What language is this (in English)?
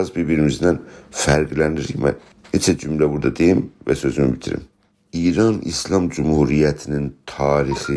South Azerbaijani